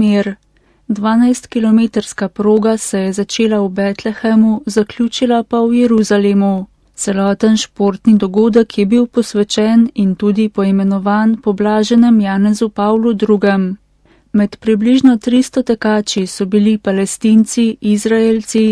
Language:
Slovenian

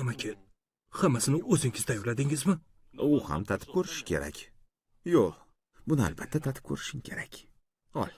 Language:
Uzbek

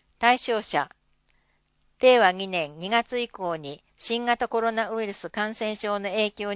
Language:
Japanese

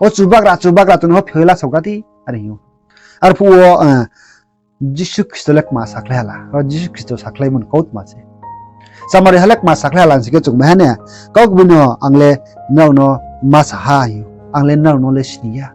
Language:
Riang (India)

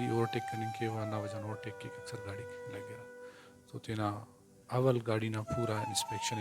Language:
Brahui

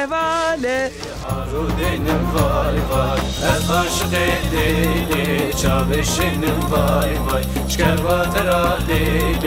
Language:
Zaza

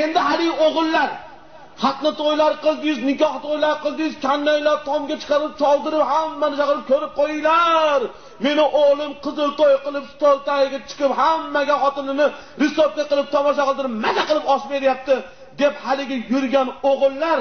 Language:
Uzbek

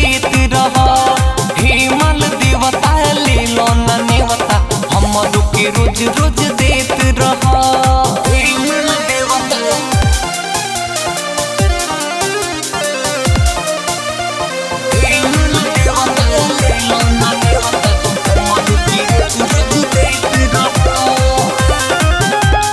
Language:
Bhojpuri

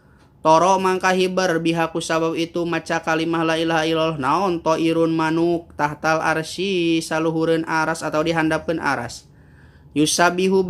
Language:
Sundanese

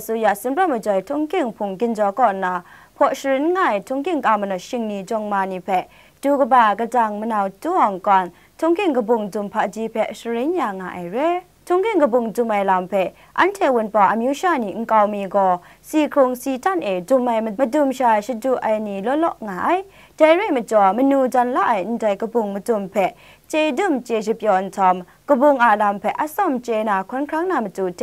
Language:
Kachin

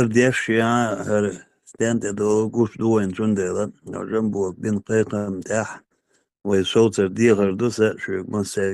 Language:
Chechen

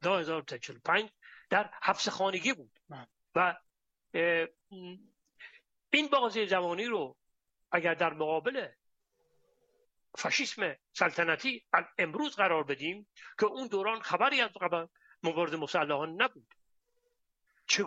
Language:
Persian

